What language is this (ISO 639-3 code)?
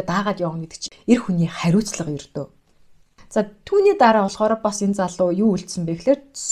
mon